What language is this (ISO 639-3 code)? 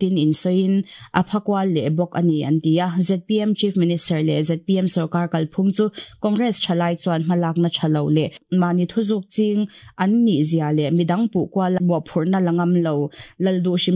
lus